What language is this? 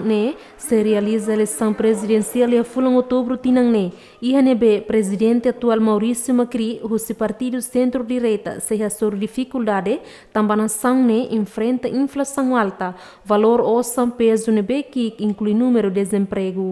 Tetum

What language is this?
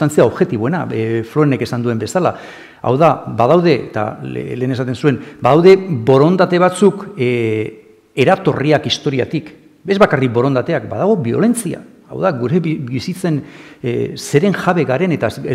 Basque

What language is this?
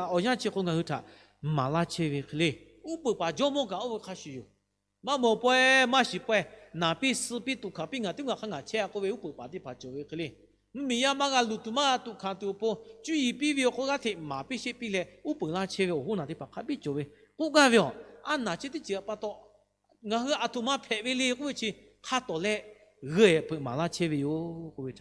Lahu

